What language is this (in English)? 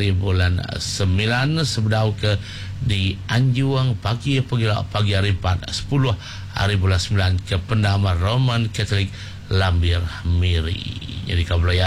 Iban